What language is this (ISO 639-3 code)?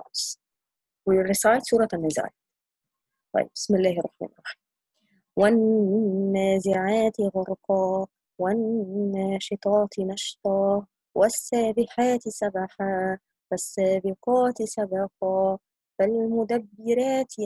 ara